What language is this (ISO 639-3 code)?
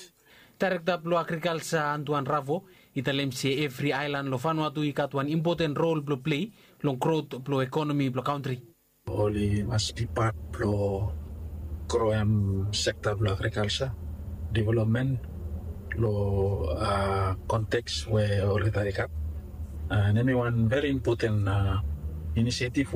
bis